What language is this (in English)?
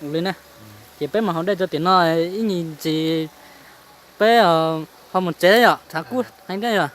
Hmong